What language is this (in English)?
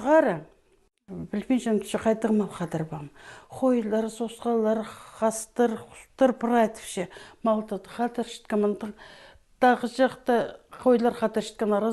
Khakas